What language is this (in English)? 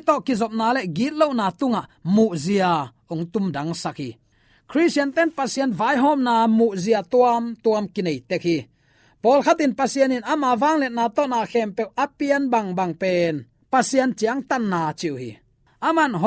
Tedim Chin